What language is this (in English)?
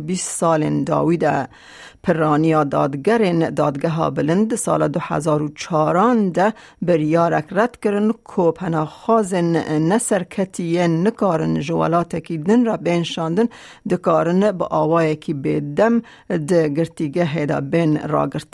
Kurdish